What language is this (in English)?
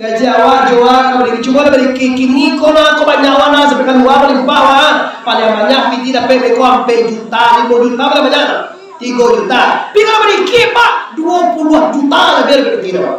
Minangkabau